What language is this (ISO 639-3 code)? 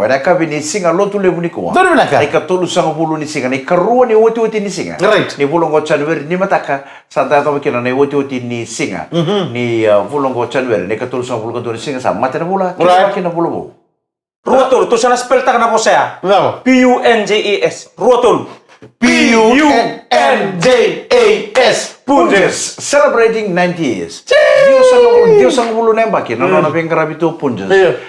fij